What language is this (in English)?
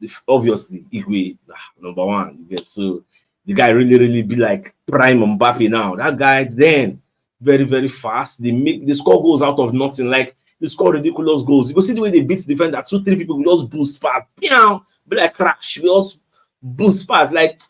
Nigerian Pidgin